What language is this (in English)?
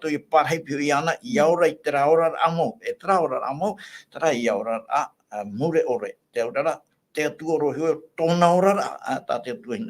Tahitian